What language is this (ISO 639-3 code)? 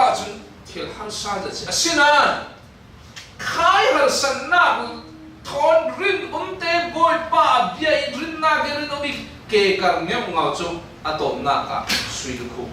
cfm